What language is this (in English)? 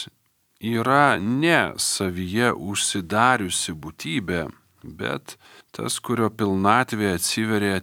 Lithuanian